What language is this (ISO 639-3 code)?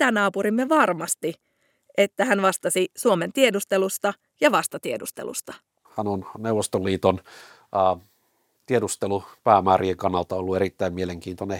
fin